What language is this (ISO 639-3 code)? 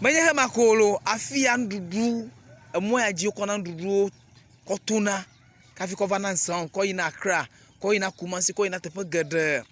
ewe